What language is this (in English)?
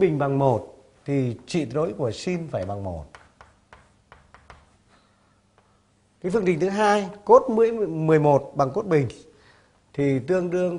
Vietnamese